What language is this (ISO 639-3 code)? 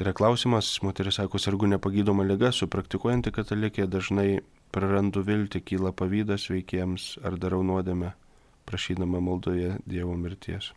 lit